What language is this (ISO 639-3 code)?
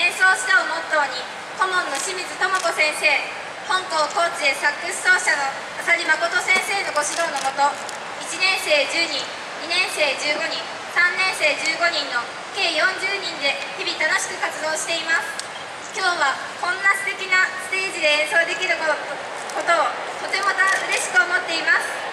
jpn